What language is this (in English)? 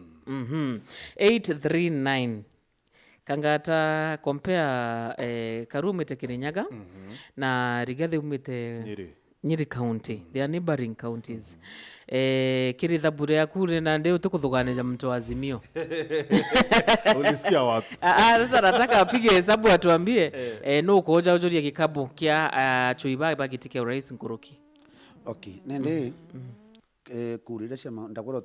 Meru